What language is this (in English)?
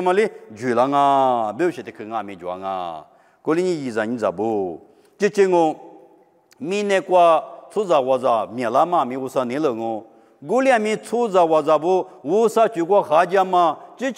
Lisu